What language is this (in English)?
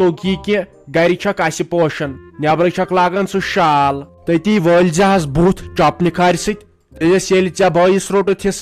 Kashmiri